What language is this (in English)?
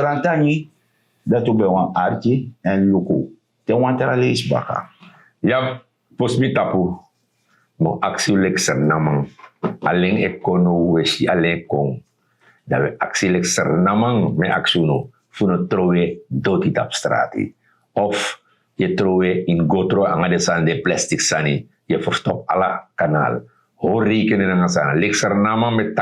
Sranan Tongo